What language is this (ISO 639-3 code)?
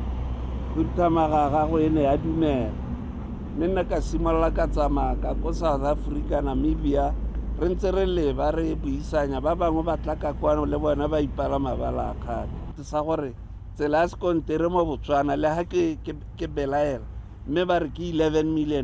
tsn